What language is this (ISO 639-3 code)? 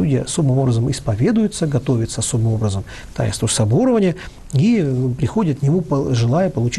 rus